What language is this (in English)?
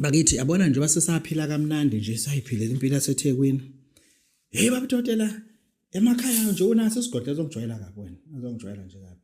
Zulu